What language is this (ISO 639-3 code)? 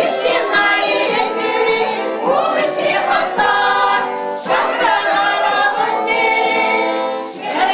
chv